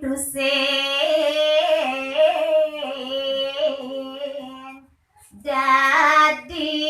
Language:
Balinese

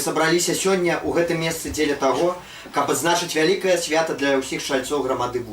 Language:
Belarusian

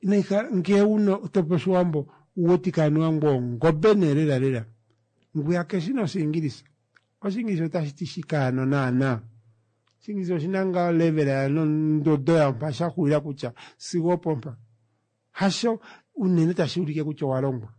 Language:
Kuanyama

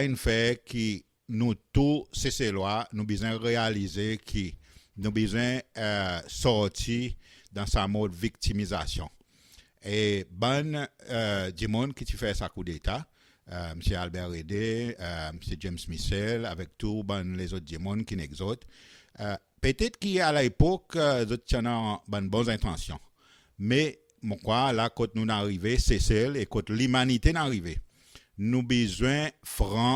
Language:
Seselwa Creole French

